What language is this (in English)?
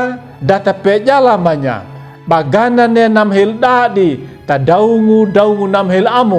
Anakalangu